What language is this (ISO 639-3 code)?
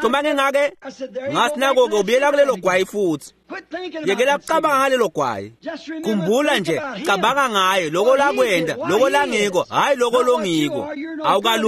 ssw